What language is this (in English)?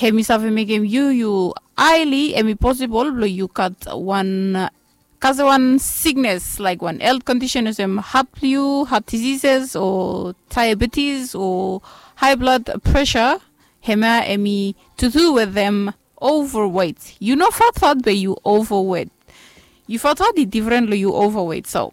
Bislama